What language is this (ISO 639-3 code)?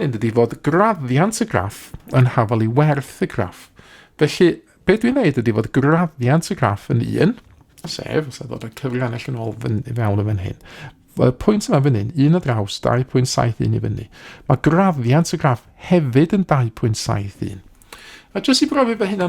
cym